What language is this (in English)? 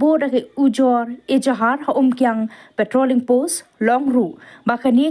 Khasi